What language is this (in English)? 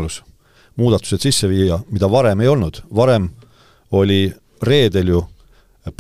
Estonian